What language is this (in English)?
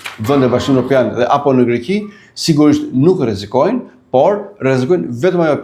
Albanian